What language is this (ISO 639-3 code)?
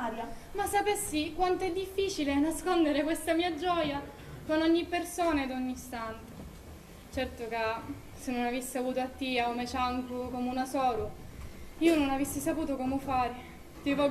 scn